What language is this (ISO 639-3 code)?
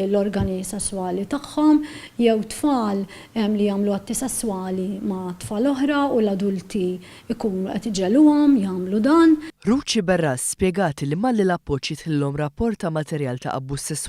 mlt